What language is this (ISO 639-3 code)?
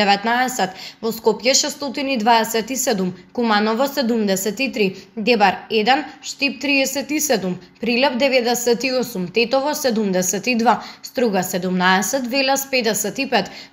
mkd